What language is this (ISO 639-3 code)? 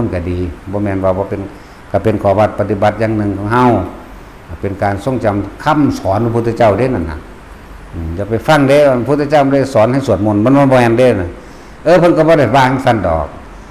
tts